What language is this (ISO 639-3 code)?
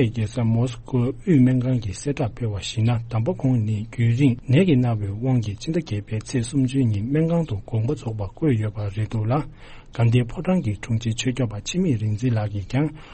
bod